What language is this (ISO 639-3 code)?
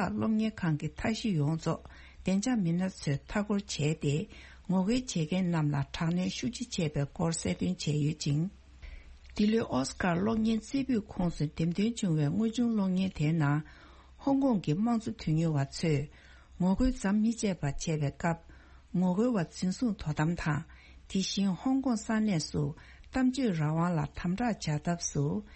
bod